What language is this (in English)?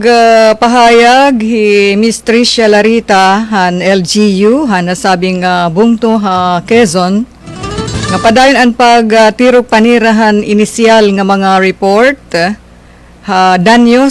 Waray